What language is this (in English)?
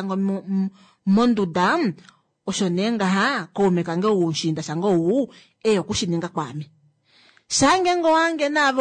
Kuanyama